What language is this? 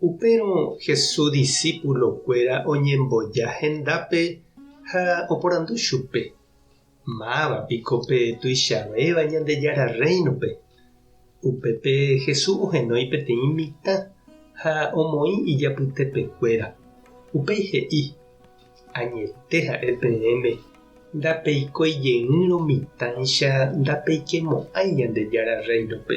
Guarani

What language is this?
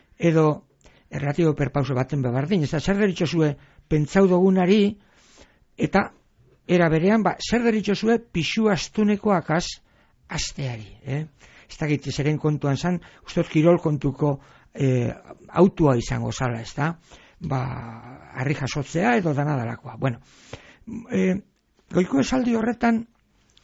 Basque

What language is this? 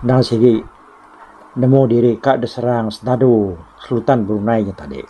Iban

